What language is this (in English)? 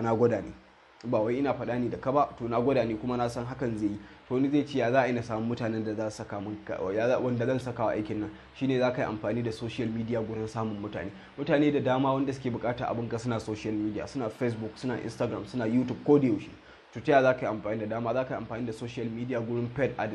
Hausa